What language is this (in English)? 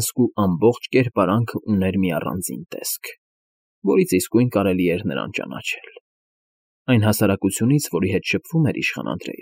Armenian